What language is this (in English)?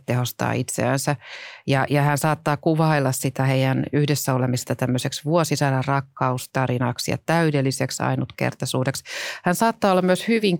Finnish